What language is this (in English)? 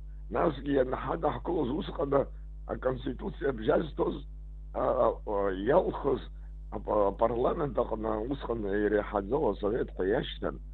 Abkhazian